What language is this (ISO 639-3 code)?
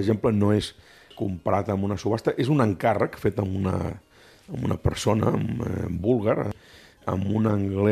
cat